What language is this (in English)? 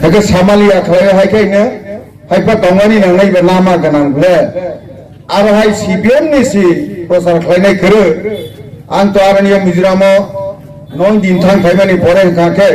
Kok Borok